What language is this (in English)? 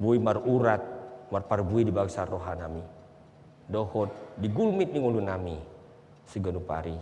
Batak Toba